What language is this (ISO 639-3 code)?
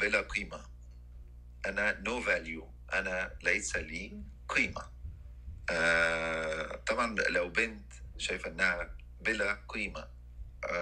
arz